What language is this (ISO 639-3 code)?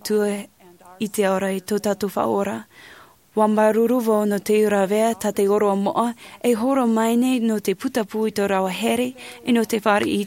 tah